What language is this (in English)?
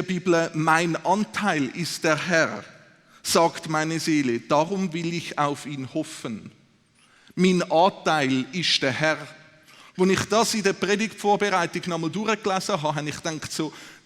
Swiss German